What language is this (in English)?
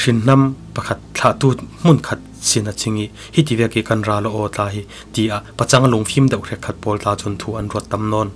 Falam Chin